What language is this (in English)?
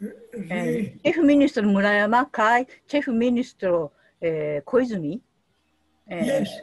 Esperanto